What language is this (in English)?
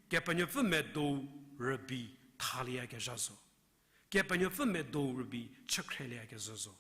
Angami Naga